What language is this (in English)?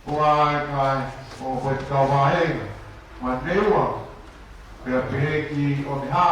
Tongan